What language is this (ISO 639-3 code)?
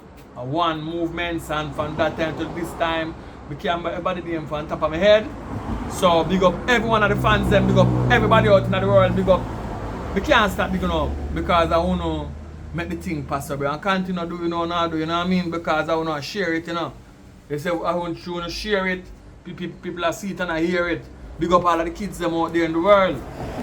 jam